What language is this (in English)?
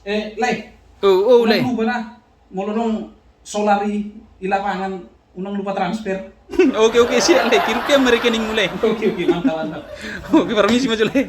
Batak Toba